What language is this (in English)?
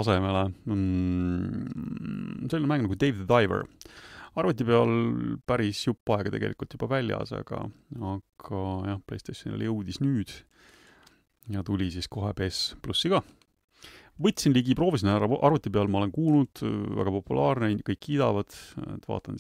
Estonian